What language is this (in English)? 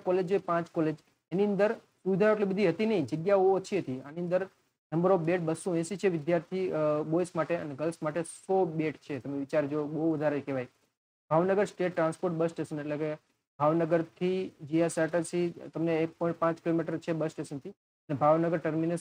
Gujarati